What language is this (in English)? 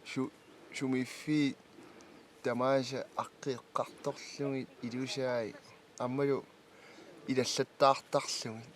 Kalaallisut